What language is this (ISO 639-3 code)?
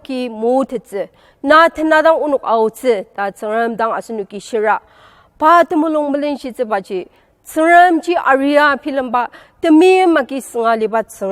njo